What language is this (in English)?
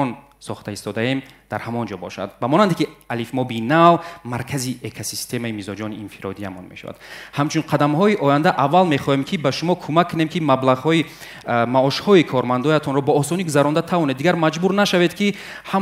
Tajik